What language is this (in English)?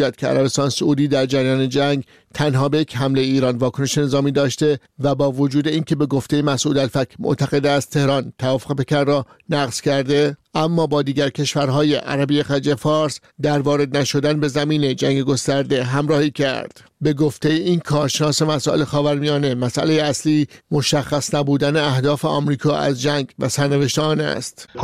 Persian